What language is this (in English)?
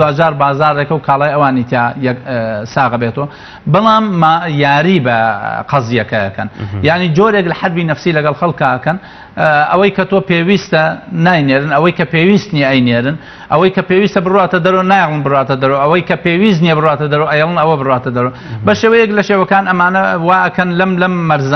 Central Kurdish